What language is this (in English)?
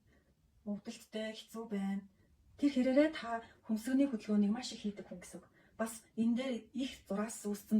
Mongolian